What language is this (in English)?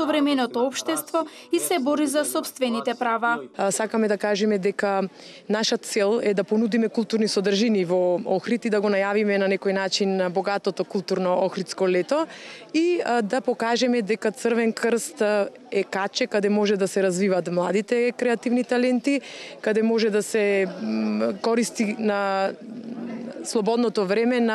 Macedonian